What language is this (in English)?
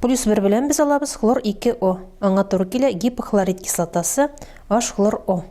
Tatar